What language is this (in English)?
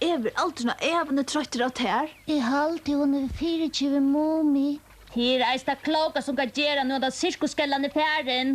Faroese